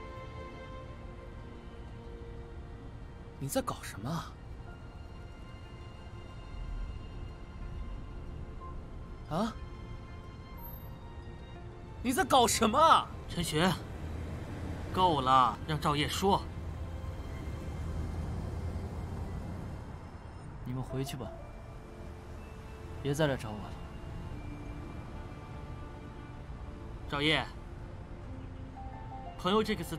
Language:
Chinese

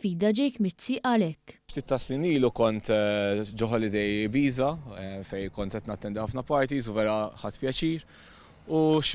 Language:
Maltese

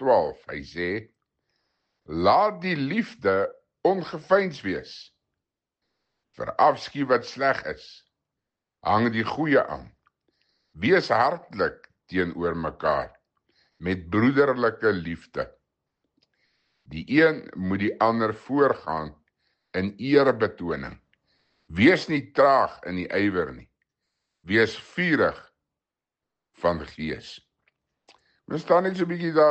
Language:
Afrikaans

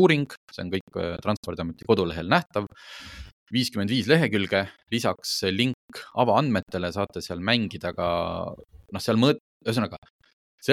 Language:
Estonian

